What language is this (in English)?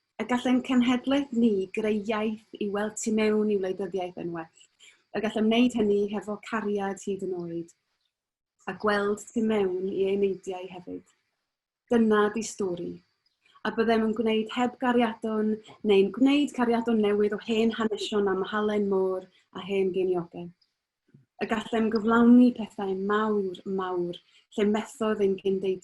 Welsh